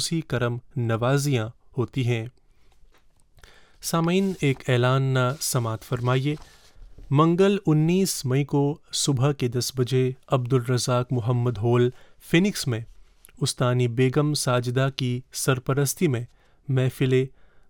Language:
Urdu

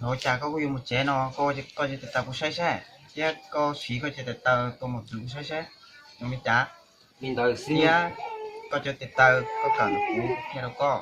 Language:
Hmong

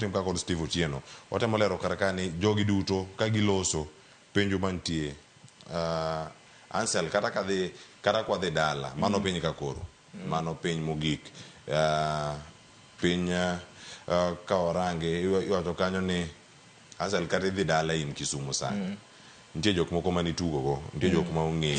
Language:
Luo (Kenya and Tanzania)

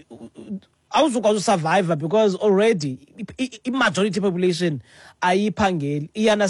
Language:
Xhosa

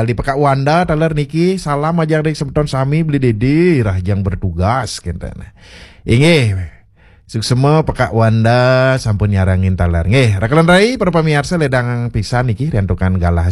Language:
Balinese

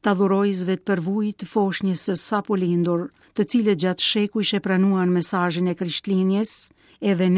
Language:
Albanian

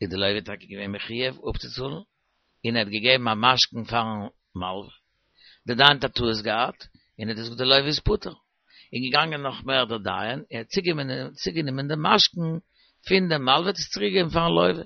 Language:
Yiddish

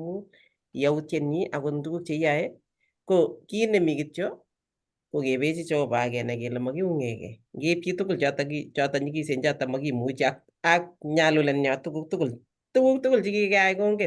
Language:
Kalenjin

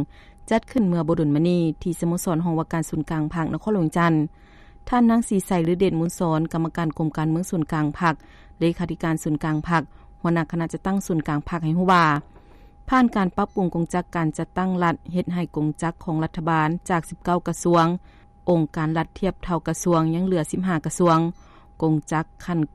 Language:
Lao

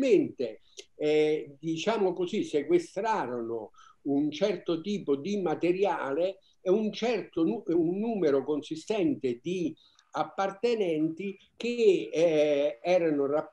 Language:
Italian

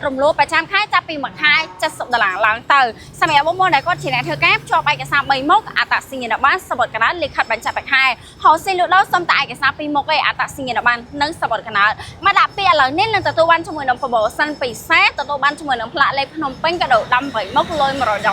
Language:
Khmer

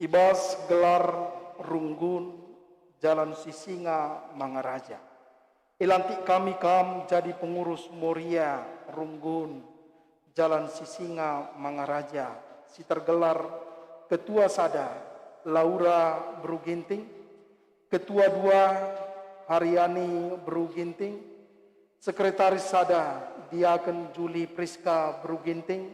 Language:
Batak Karo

